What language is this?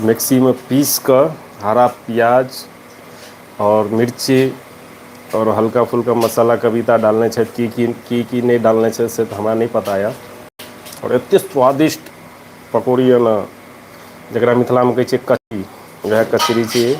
Maithili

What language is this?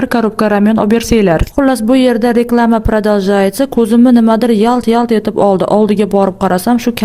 Uzbek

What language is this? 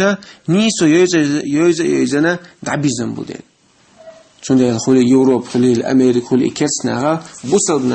Chechen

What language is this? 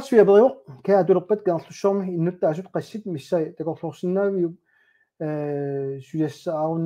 Kalaallisut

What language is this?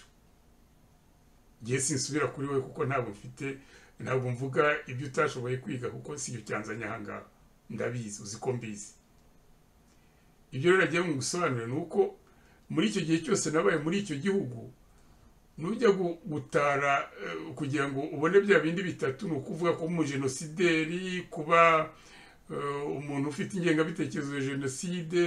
Kinyarwanda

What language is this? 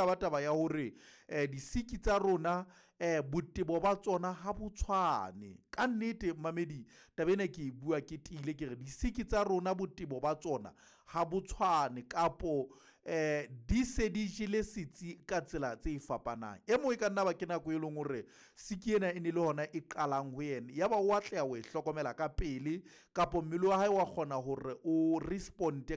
Southern Sotho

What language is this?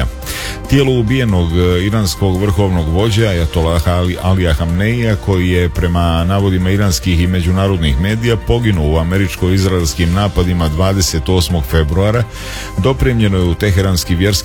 Serbian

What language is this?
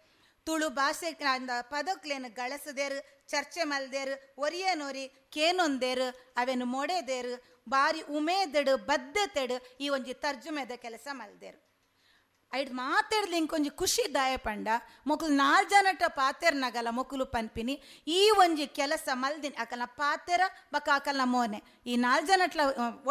Tulu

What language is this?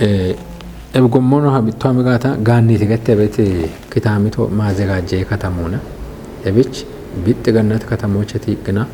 Kafa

